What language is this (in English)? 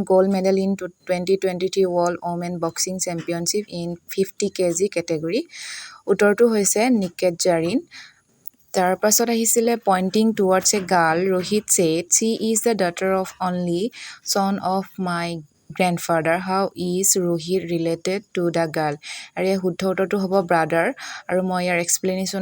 Assamese